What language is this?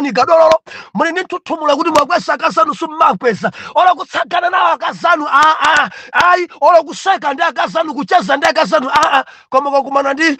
Nyanja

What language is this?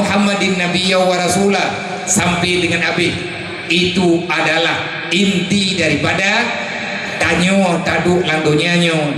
Achinese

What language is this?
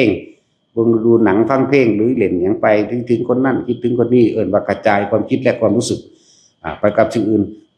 Northeastern Thai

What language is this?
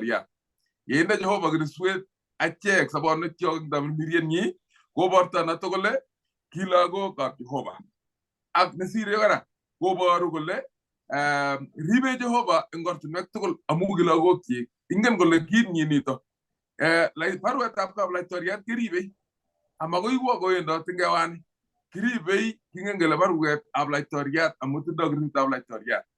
Kalenjin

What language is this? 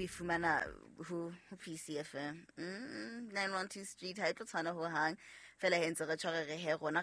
Southern Sotho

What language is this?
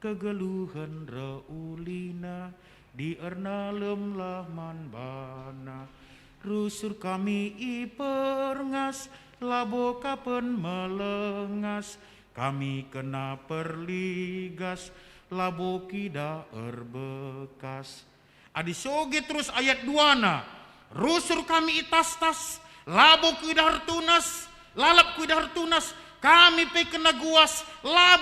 Batak Karo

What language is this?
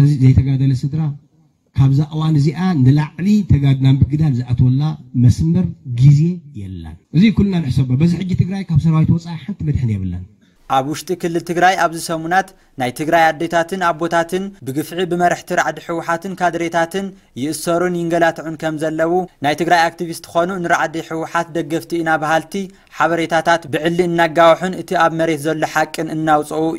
Tigrinya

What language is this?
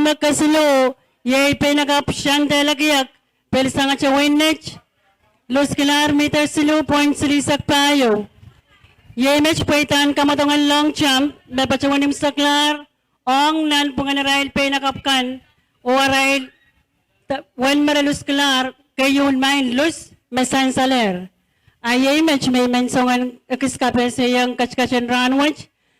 Pohnpeian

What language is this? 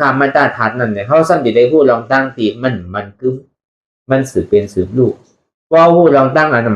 Shan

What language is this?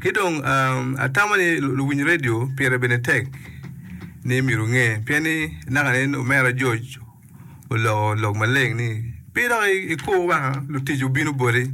Acoli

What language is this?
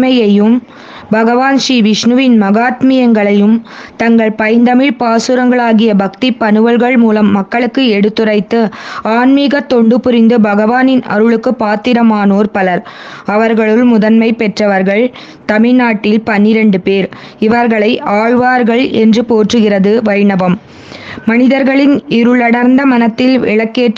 Tamil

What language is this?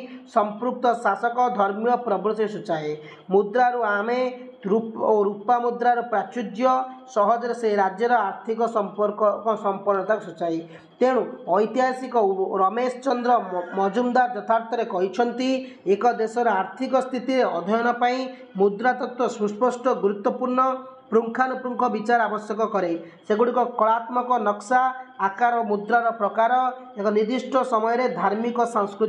Odia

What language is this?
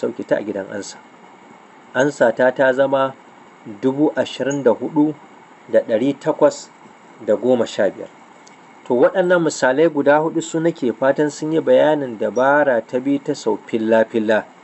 Hausa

